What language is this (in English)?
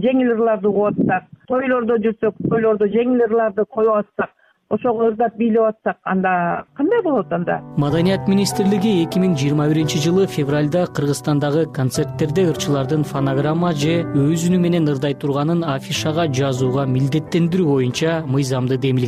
Kyrgyz